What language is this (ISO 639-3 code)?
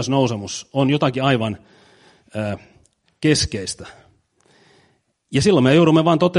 fin